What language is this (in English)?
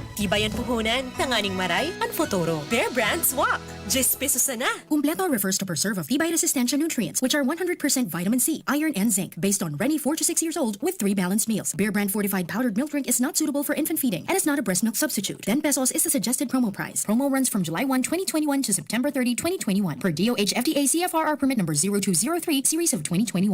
Bikol